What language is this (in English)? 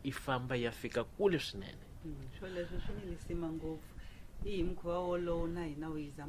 Tsonga